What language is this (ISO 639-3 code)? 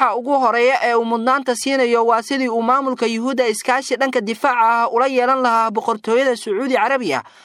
som